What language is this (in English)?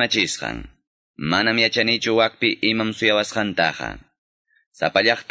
Quechua